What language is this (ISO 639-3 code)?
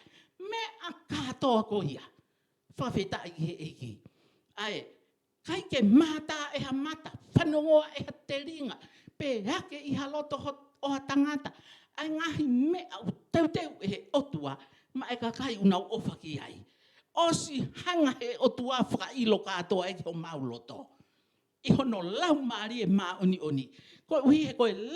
ton